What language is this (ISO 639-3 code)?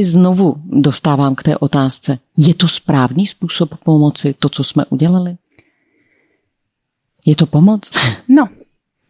ces